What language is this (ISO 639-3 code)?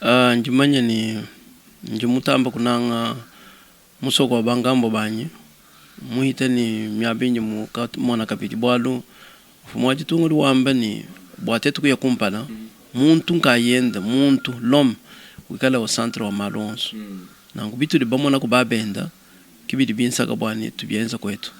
lua